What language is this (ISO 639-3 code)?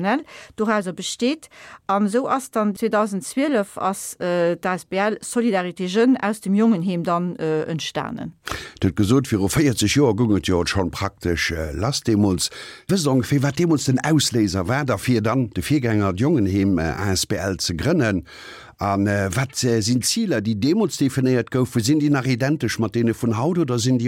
ltz